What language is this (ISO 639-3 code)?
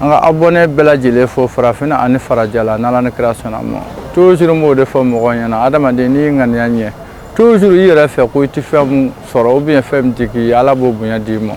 bam